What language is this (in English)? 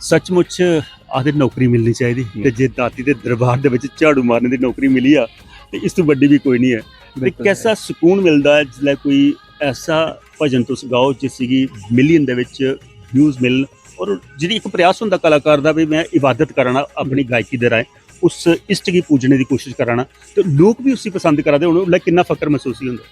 Dogri